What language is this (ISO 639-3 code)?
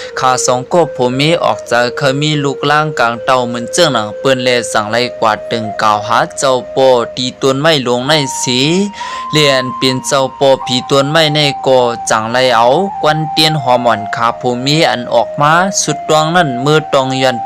shn